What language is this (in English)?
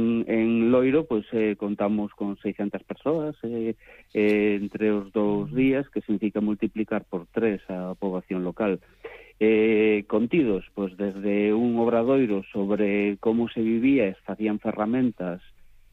Galician